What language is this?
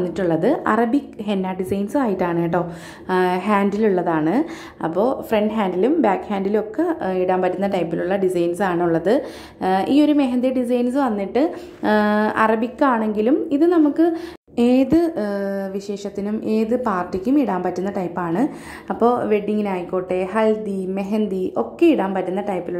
Malayalam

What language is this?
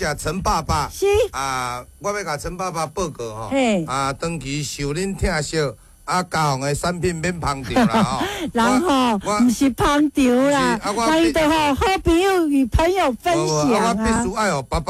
Min Nan Chinese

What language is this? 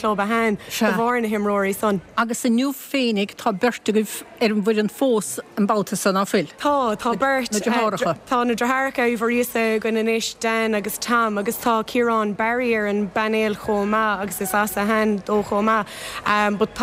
Irish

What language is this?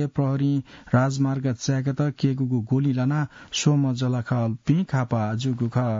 Newari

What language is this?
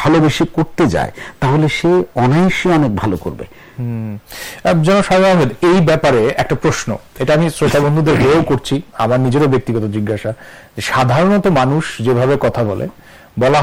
Bangla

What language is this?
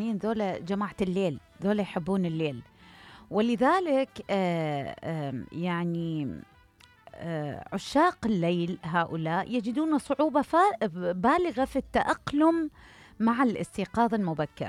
Mesopotamian Arabic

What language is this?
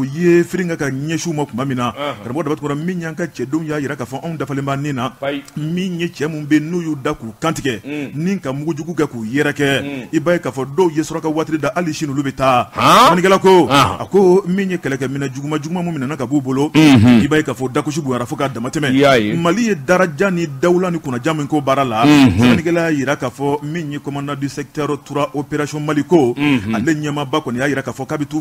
Bambara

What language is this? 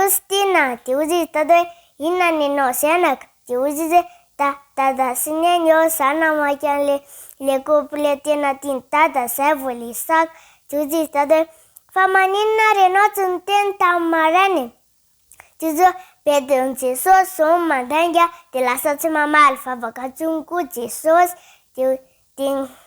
Malagasy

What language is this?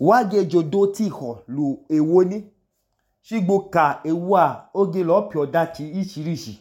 Idoma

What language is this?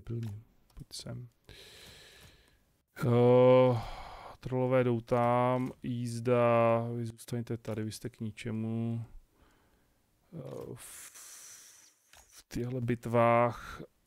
Czech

